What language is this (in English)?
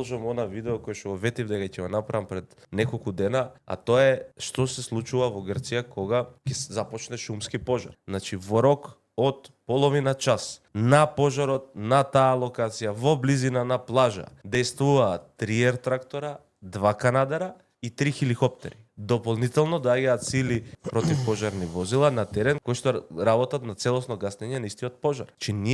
Macedonian